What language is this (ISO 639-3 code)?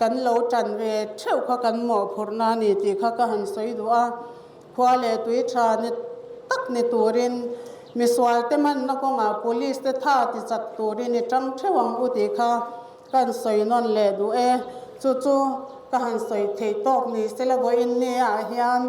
lus